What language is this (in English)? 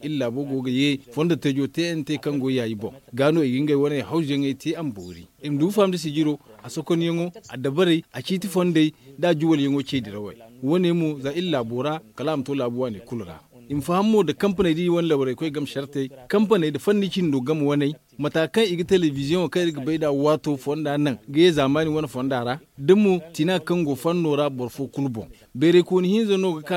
Zarma